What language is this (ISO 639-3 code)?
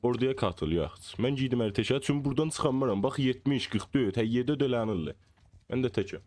azb